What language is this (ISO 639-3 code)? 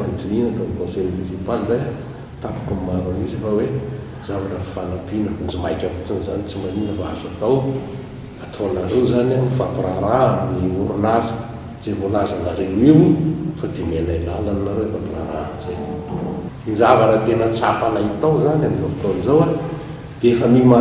mlg